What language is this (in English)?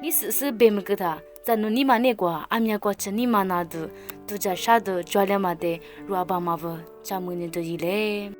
Lisu